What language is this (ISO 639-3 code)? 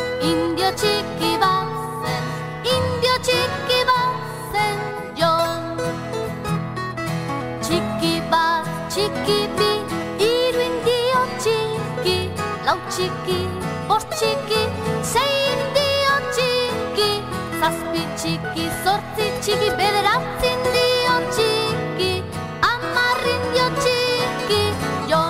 eus